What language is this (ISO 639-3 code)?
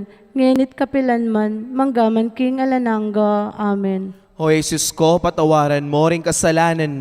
pam